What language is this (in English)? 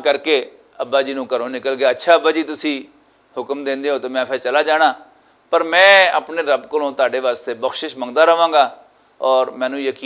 Western Panjabi